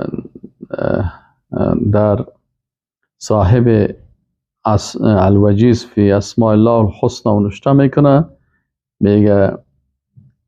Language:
Persian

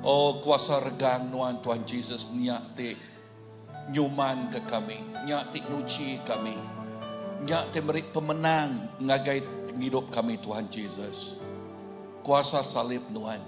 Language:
Iban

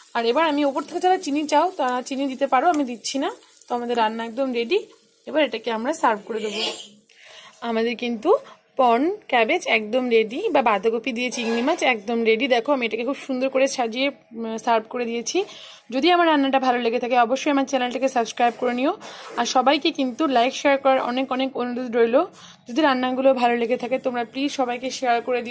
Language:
Bangla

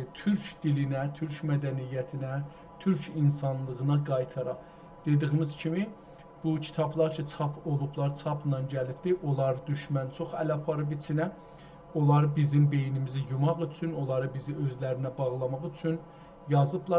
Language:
South Azerbaijani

